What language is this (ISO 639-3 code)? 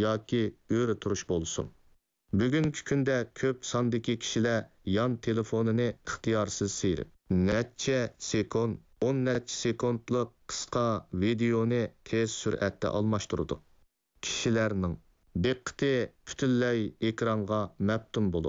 uig